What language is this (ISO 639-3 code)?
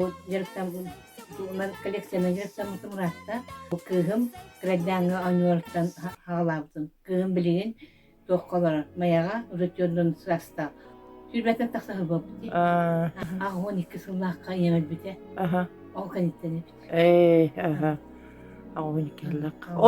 sah